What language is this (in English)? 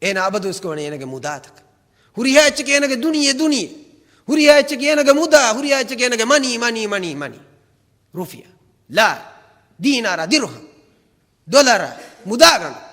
Divehi